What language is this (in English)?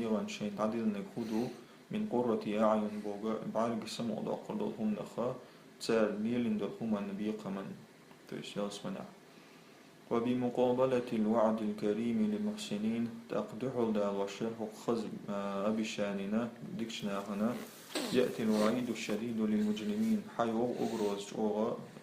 Chechen